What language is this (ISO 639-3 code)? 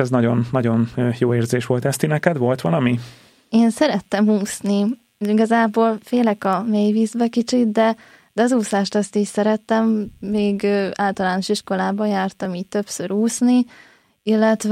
hun